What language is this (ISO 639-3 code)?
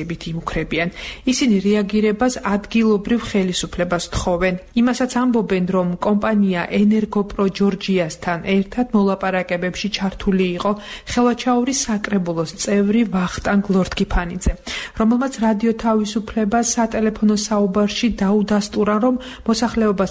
kat